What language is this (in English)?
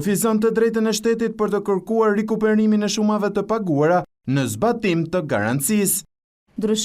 Albanian